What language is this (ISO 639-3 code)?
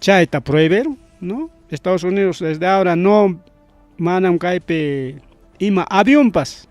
quy